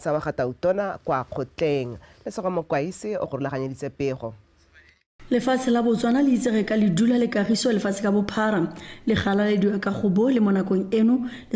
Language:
Tswana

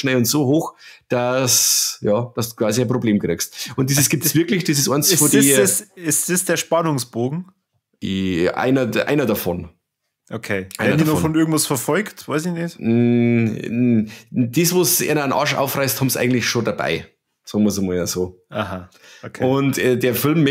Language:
Bavarian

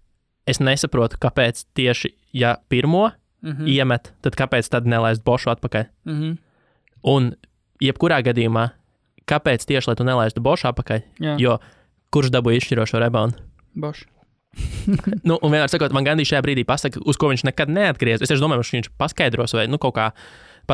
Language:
Latvian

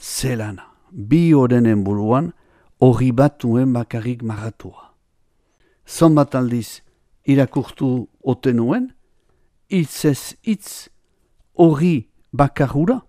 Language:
Basque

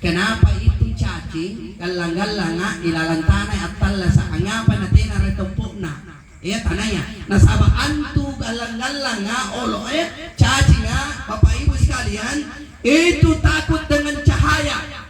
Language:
Makasar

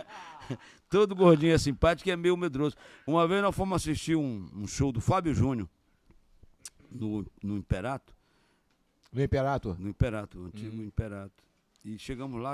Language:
Portuguese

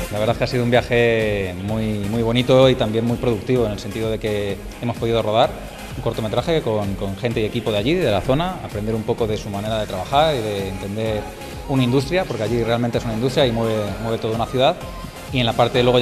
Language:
Spanish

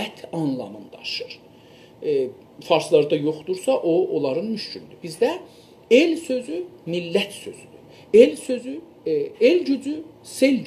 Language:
South Azerbaijani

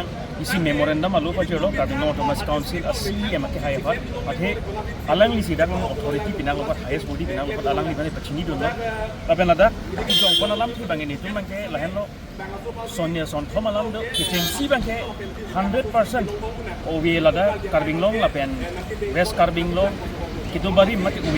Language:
Karbi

